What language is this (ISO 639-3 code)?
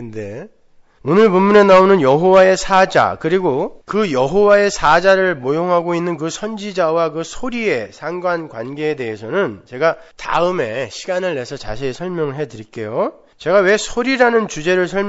kor